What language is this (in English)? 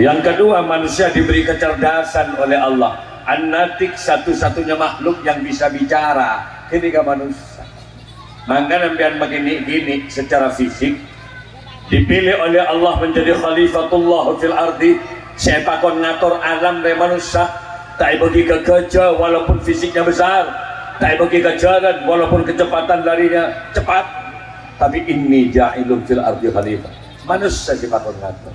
Madurese